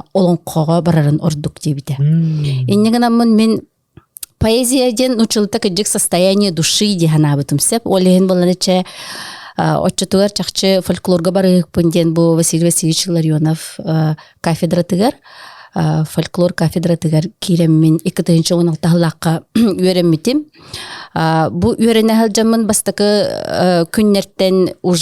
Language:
Yakut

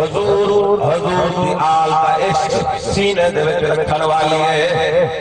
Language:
Saraiki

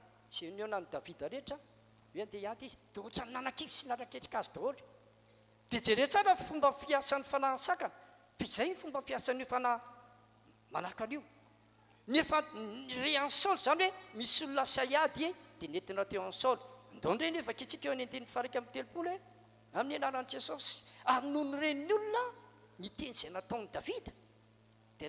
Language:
Malagasy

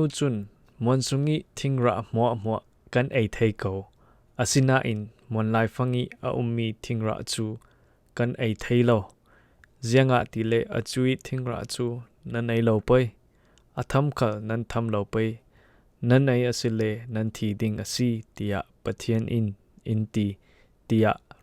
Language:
Falam Chin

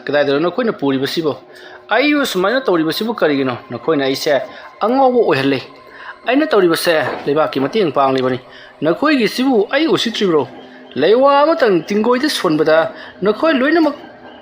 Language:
Manipuri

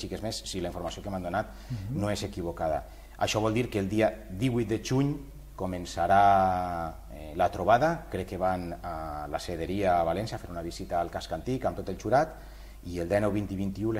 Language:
Catalan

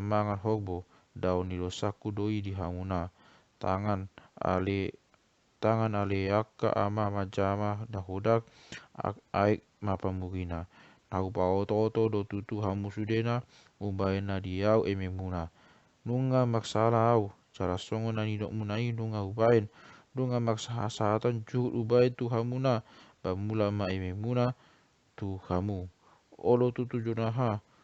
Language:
Batak Toba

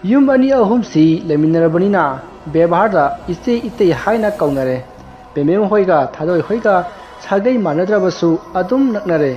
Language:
Manipuri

